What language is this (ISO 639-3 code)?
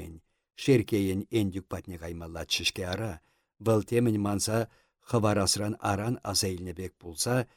chv